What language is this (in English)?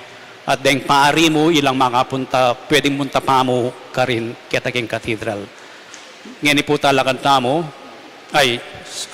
Pampanga